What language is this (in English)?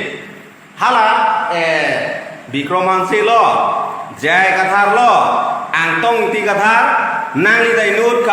Karbi